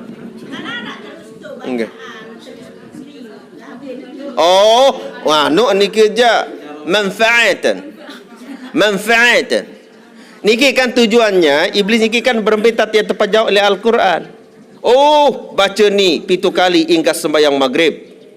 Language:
Sasak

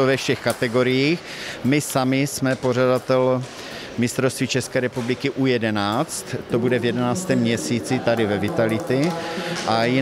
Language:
Czech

